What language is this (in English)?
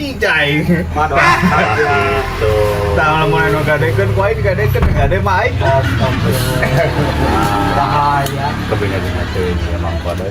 Sundanese